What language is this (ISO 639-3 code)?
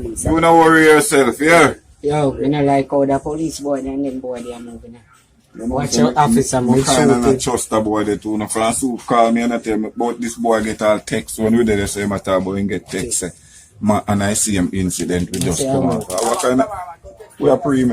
jam